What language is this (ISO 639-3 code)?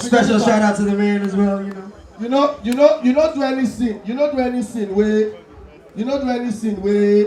pcm